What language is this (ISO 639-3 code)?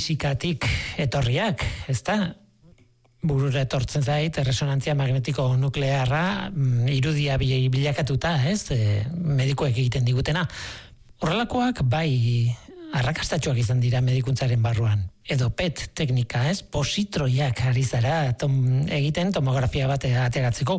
eus